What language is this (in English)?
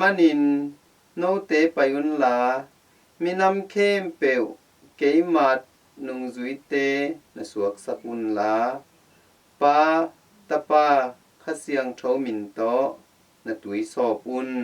Tedim Chin